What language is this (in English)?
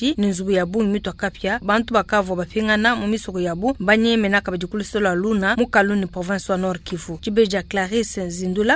Luba-Lulua